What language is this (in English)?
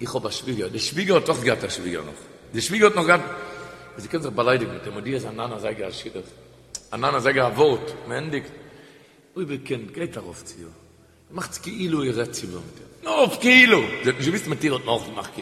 Yiddish